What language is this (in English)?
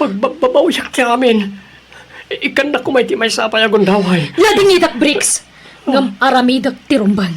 Iloko